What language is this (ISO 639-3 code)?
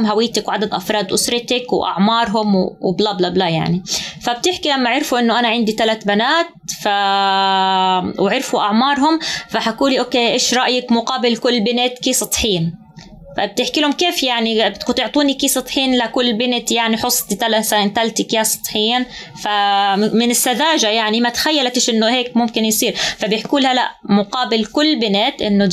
apc